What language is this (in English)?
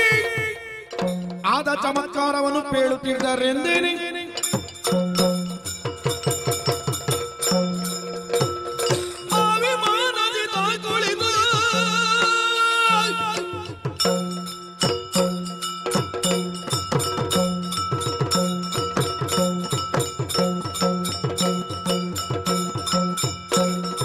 Kannada